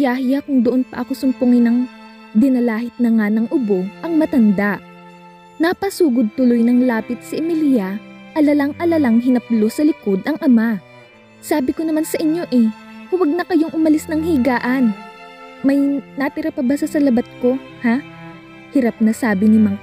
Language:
Filipino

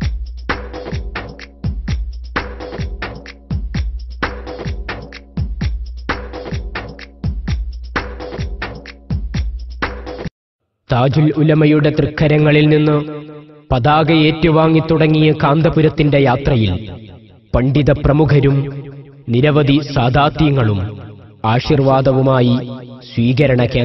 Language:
Malayalam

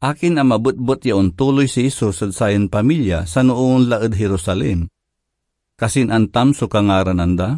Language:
Pangasinan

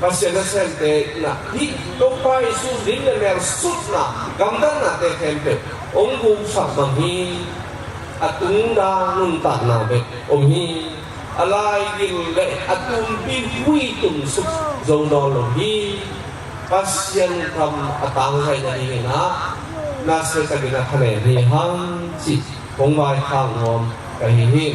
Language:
Tedim Chin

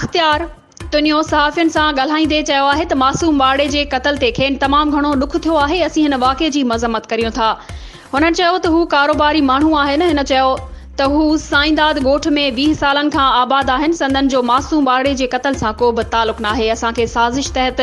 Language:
Sindhi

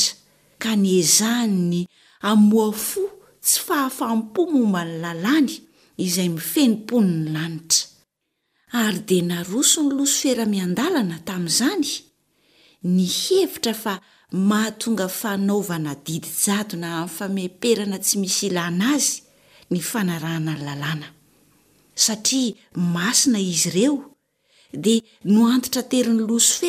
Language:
Malagasy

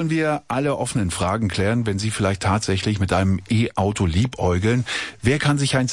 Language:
German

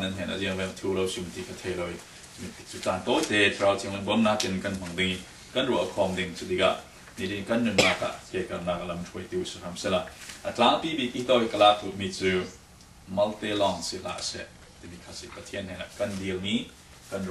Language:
Falam Chin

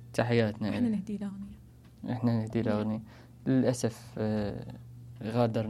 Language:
Mesopotamian Arabic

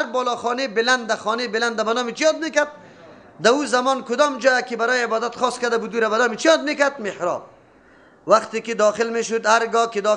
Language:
Persian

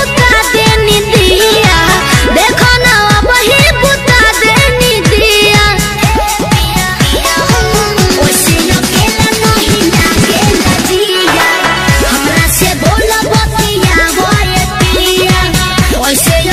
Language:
Bhojpuri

